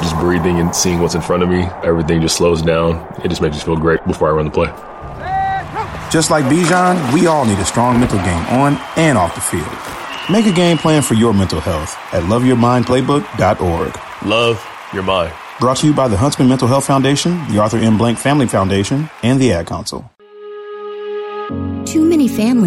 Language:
English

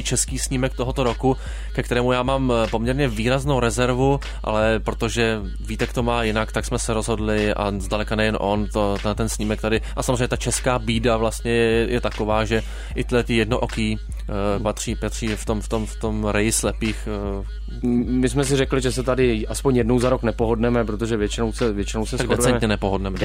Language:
Czech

